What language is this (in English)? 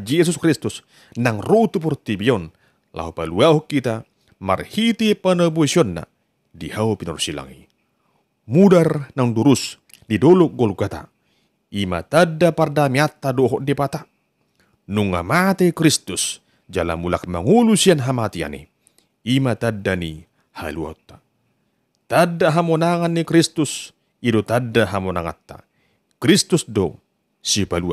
Batak Toba